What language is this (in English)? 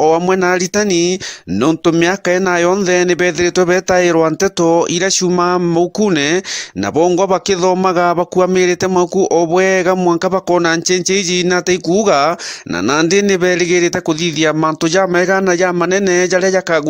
Meru